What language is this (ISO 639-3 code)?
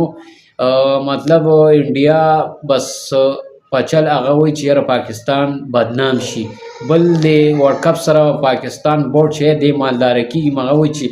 pus